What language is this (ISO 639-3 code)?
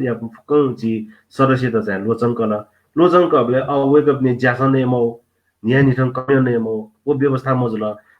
new